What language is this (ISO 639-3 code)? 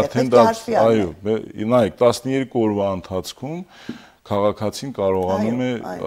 hye